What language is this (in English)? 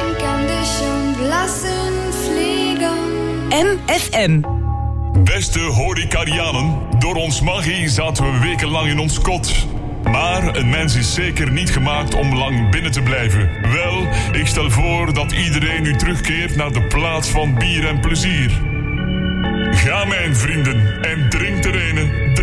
Dutch